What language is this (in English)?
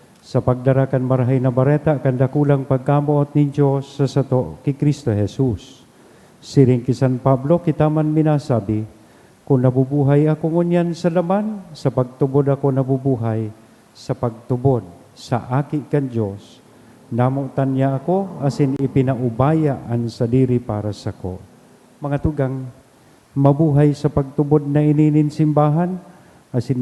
Bikol